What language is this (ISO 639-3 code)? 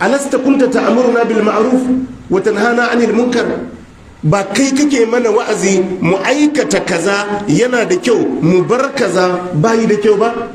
hau